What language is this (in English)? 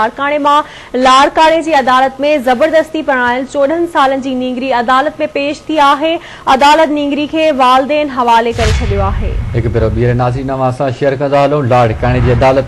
Sindhi